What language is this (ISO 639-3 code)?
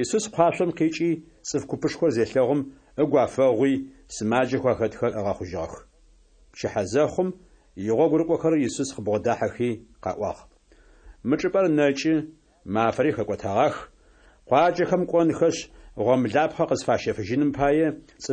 ady